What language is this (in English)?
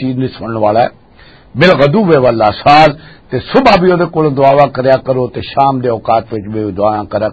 Western Panjabi